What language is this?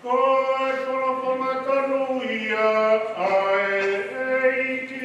Tongan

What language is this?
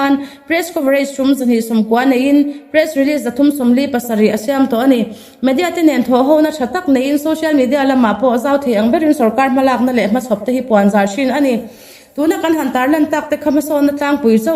Mizo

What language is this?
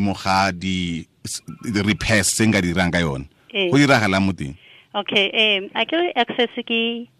Tswana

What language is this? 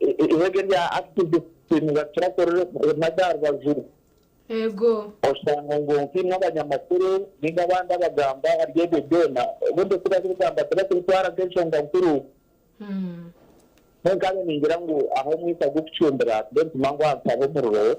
Nyankole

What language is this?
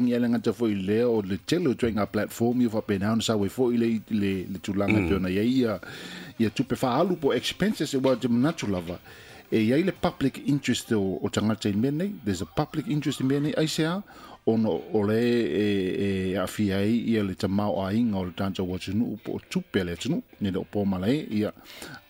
Samoan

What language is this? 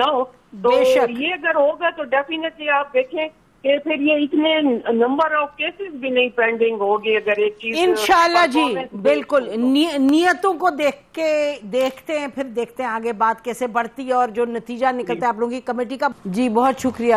Urdu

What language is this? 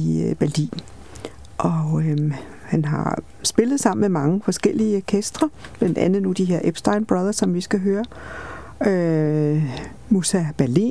Danish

